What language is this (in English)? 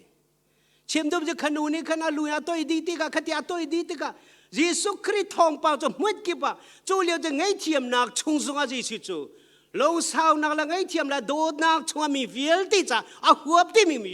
Hakha Chin